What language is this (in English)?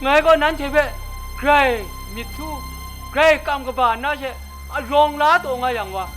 Kachin